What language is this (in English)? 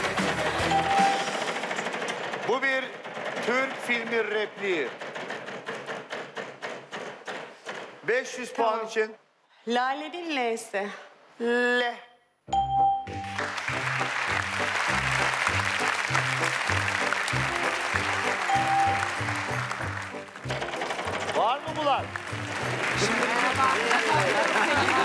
Turkish